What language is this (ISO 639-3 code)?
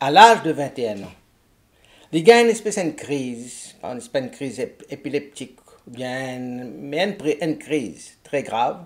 mfe